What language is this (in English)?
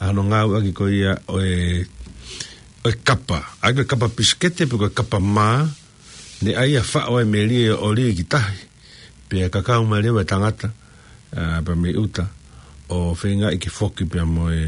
Tongan